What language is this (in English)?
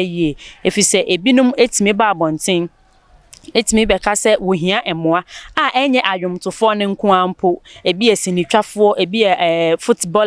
Akan